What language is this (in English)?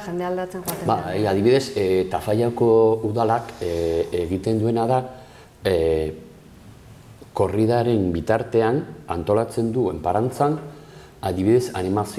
Basque